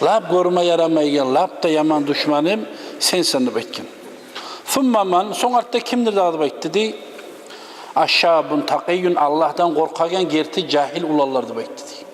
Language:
Kumyk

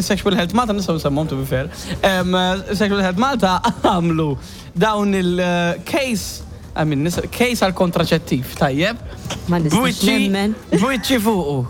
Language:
Maltese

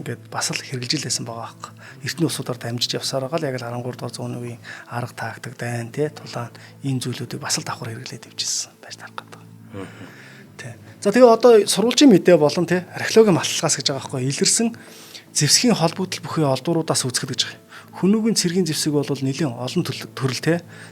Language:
Mongolian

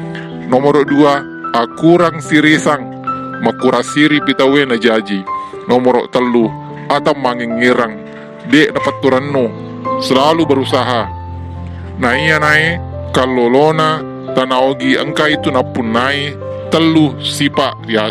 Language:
Buginese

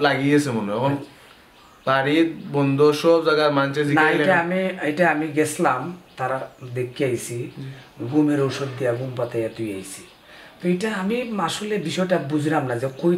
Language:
Sylheti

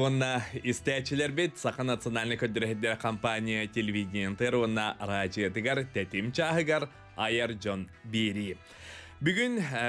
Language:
Yakut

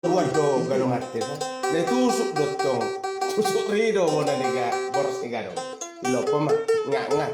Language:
Batak Toba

